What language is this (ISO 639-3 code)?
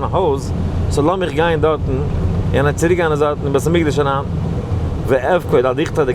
yid